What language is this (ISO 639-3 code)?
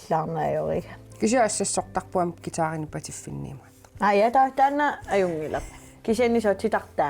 kal